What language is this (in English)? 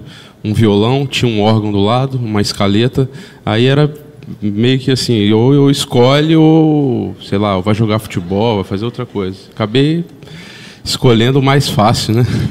Portuguese